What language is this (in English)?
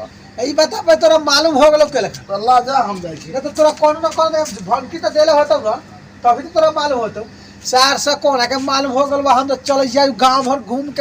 Maithili